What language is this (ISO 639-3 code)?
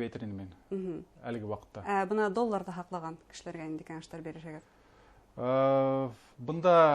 bak